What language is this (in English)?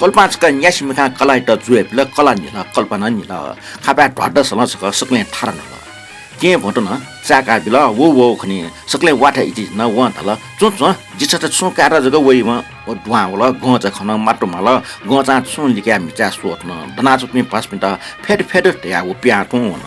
Newari